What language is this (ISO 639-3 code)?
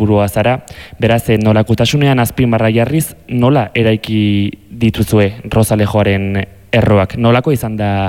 eus